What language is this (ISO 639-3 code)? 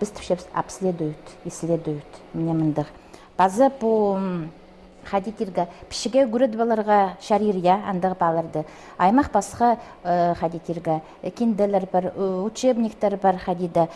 kjh